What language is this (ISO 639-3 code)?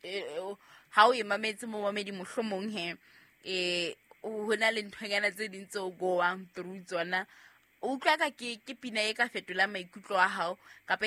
sot